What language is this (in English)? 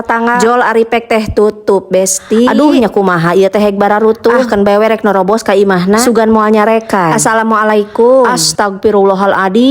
Sundanese